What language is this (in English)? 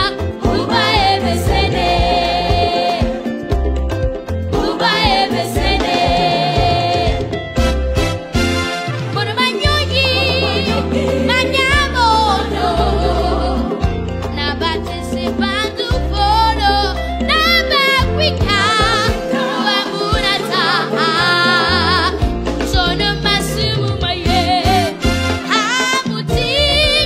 Swahili